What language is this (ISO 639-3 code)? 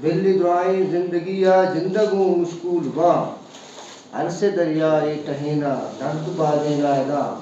bgp